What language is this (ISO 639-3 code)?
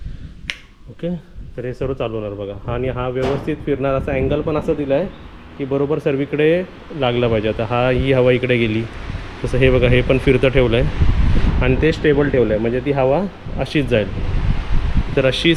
mar